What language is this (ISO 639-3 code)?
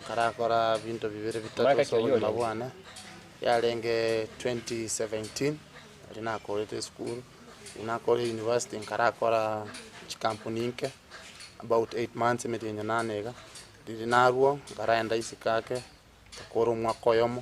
guz